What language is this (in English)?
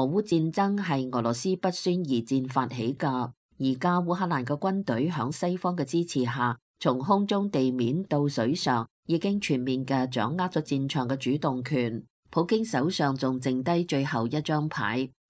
Cantonese